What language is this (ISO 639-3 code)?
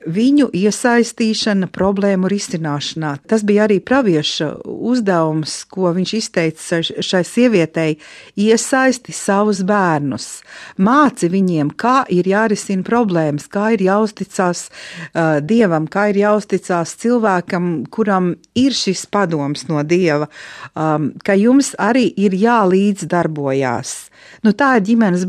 lav